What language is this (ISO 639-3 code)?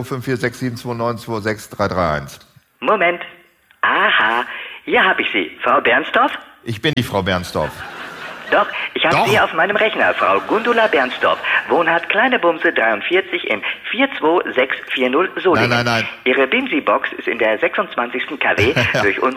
deu